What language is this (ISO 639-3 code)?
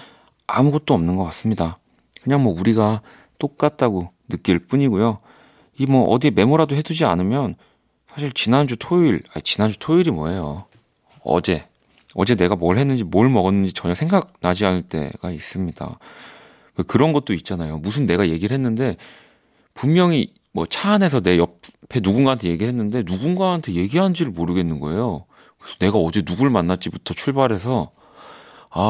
kor